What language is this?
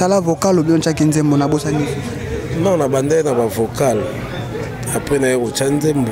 Lingala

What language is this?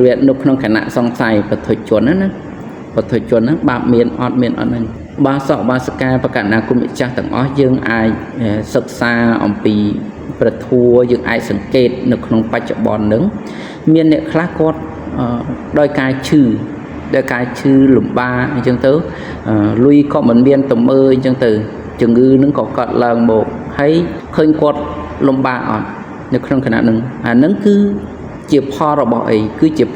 Khmer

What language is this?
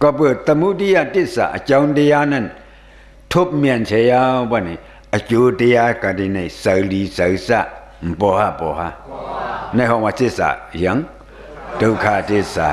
Shan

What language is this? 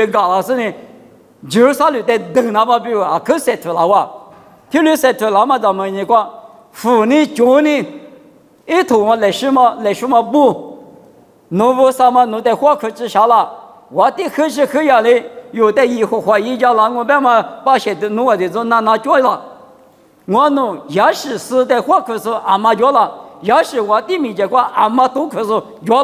Lisu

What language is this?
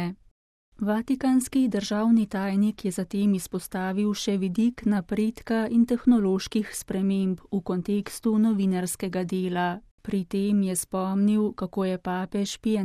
Slovenian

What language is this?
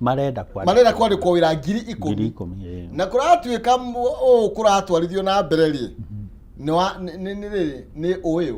Kikuyu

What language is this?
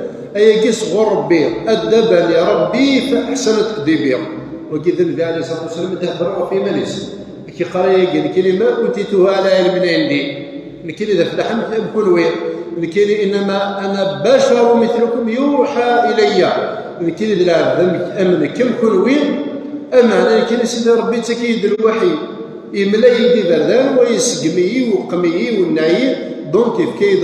Kabyle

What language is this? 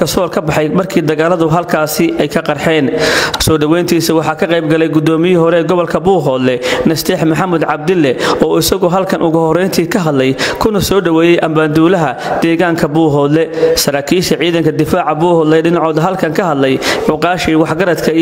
Somali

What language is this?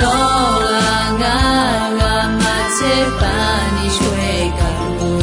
Akha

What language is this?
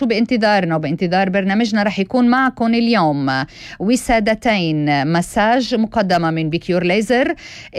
North Levantine Arabic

